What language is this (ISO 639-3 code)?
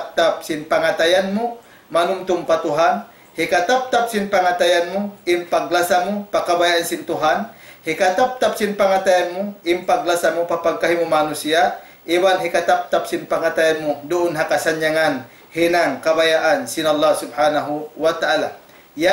tsg